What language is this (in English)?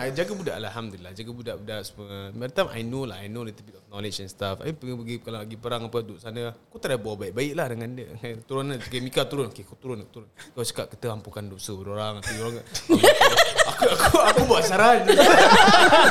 Malay